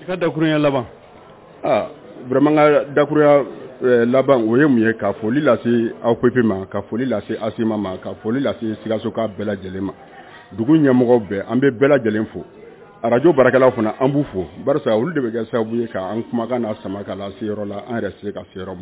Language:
Bambara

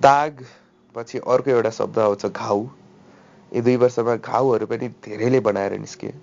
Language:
Nepali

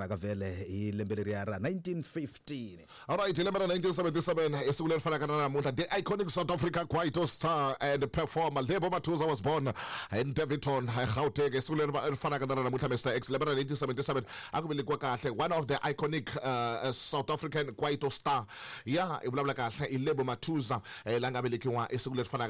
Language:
Tsonga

